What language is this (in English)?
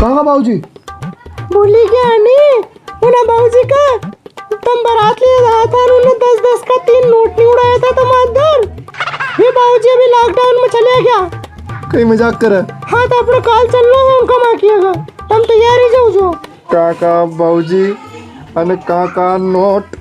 Rajasthani